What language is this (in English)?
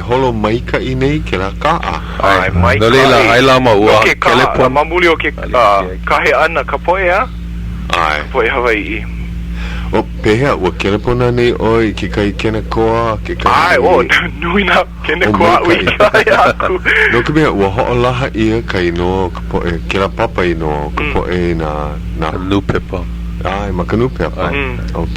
Hawaiian